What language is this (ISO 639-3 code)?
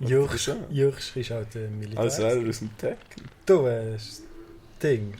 gsw